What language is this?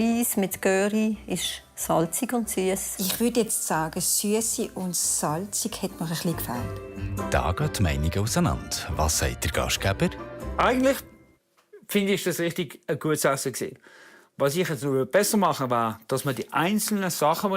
Swiss German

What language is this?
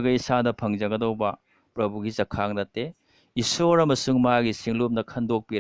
Manipuri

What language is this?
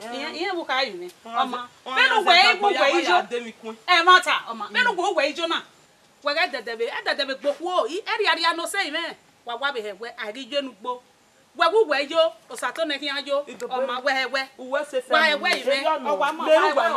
Bini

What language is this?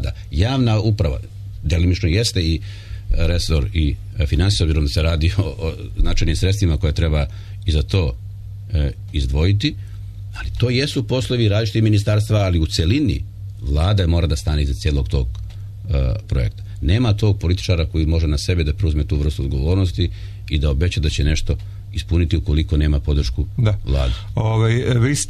Serbian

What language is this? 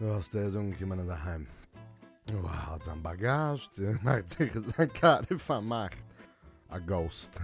Yiddish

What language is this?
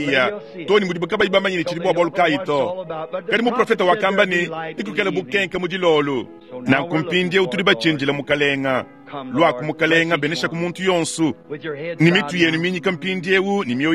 Luba-Lulua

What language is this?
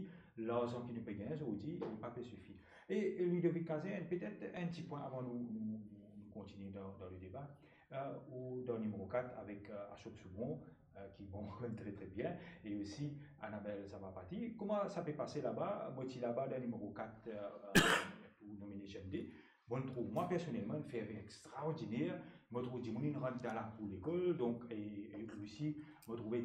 Morisyen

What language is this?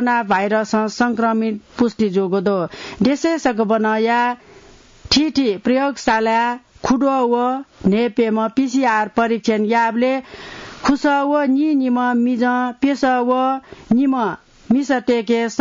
Newari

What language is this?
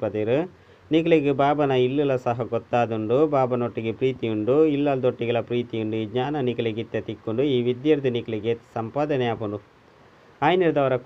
Tulu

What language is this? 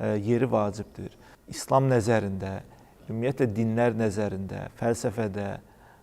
Azerbaijani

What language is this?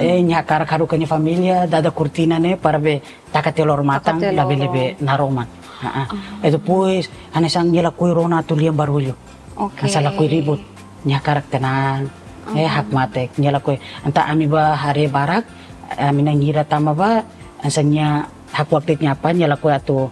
Tetum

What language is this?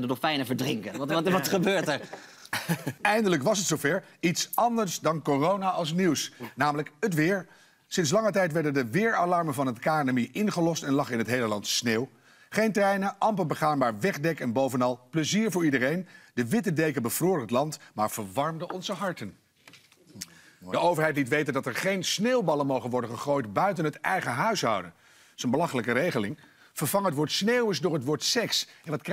Dutch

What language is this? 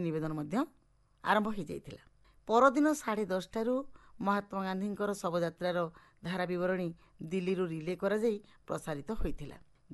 Odia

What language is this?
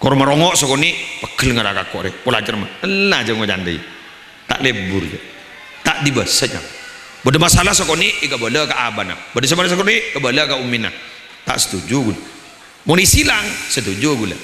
Madurese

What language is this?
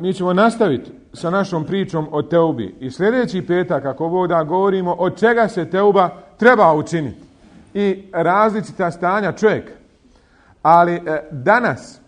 Bosnian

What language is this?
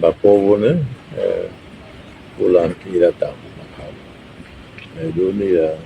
Tetum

